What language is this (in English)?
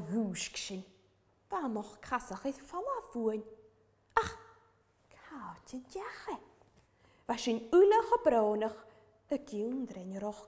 Scottish Gaelic